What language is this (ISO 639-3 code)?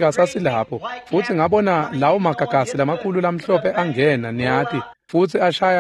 ssw